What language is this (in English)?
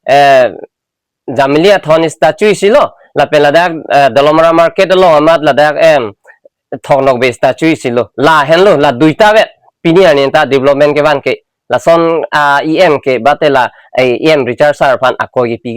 Karbi